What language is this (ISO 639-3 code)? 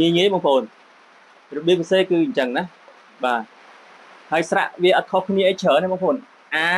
khm